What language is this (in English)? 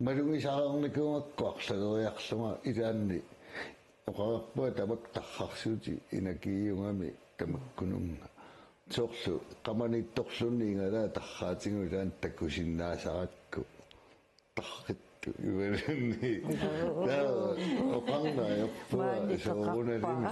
Kalaallisut